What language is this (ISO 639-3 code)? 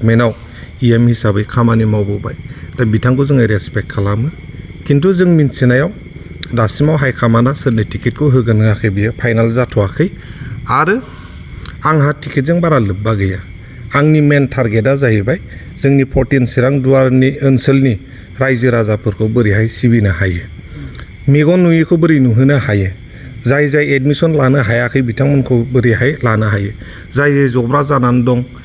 brx